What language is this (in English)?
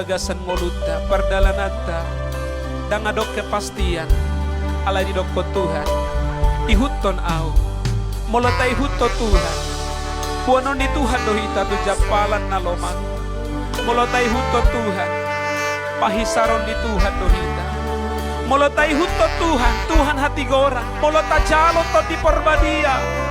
Batak Toba